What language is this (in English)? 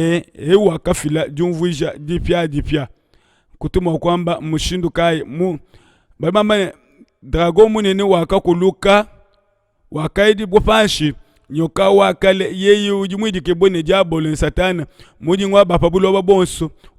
Luba-Lulua